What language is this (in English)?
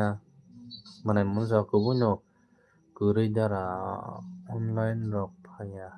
Kok Borok